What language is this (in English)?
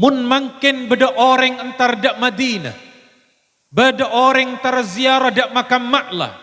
Madurese